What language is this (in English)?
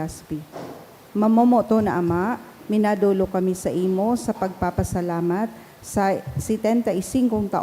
Bikol